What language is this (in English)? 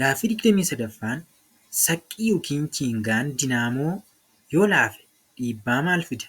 Oromo